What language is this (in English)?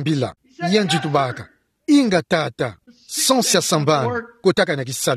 Kituba (Democratic Republic of Congo)